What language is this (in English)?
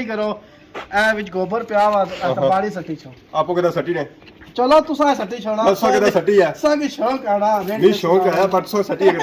Pahari-Potwari